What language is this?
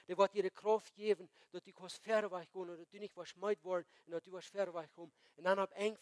Plautdietsch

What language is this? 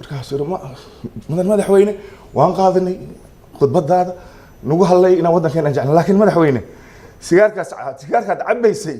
Somali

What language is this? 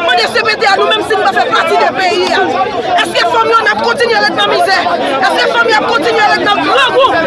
Haitian Creole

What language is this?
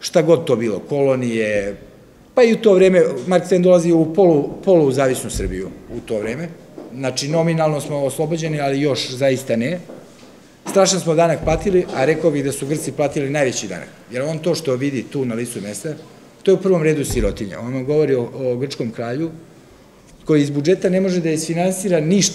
Serbian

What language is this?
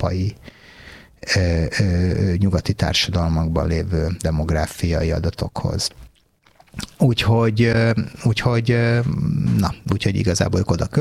Hungarian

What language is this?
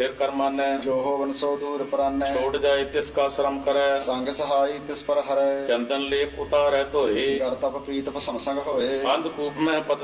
Punjabi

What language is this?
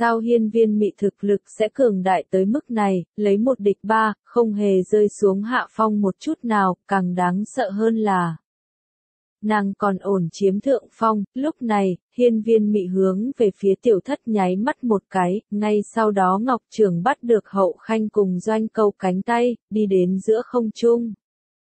Vietnamese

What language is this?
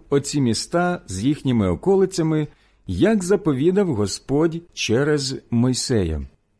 Ukrainian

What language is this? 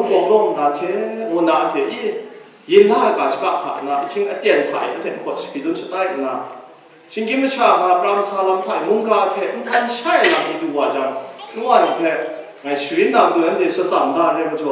Kachin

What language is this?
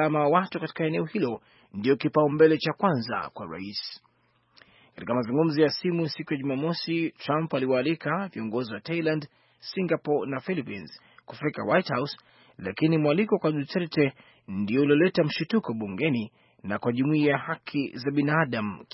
Swahili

